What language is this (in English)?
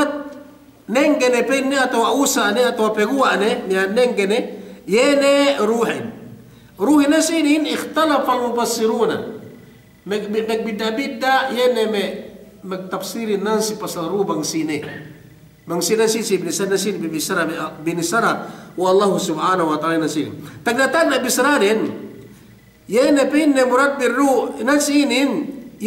Yakan